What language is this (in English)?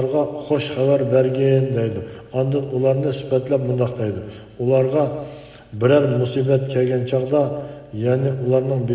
Uyghur